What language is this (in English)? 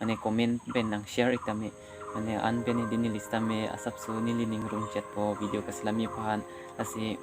Karbi